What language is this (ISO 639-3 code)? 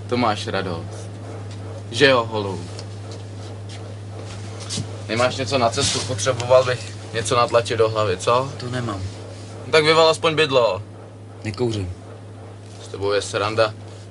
ces